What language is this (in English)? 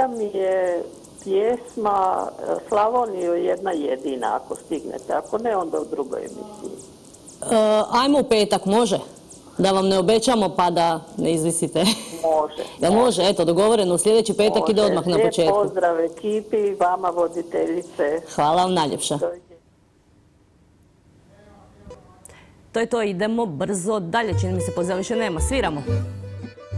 Croatian